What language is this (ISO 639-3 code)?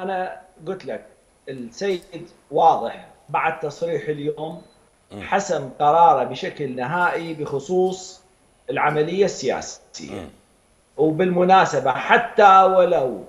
acm